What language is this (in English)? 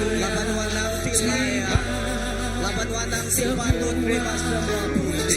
Iban